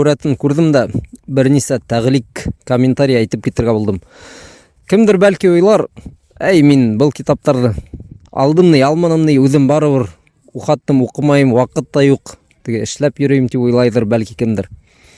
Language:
Bashkir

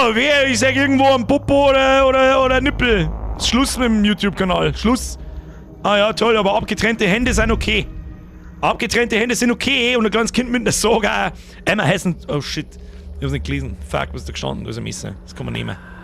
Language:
Bavarian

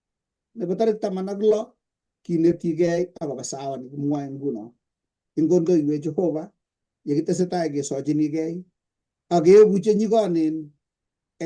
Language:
Kalenjin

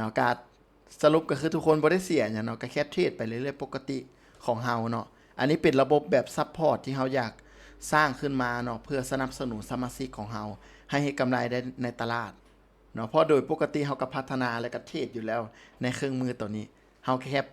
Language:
Lao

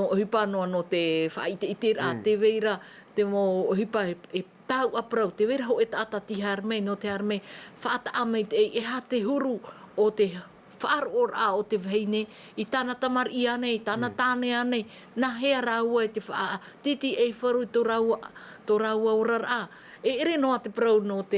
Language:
Tahitian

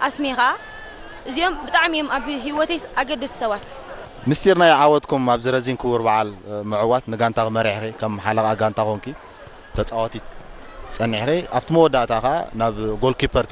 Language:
Tigrinya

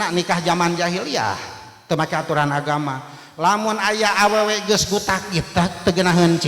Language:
Sundanese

